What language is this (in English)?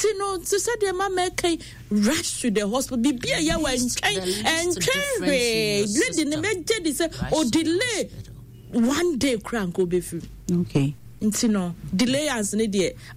Akan